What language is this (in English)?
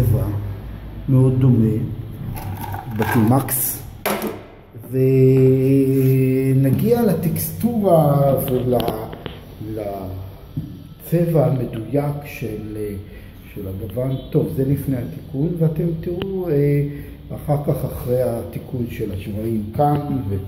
Hebrew